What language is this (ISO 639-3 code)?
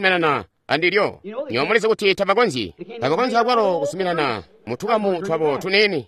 toi